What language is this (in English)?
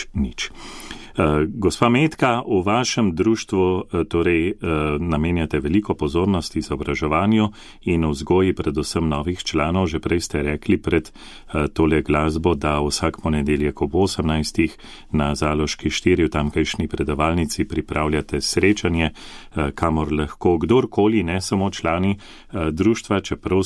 Slovenian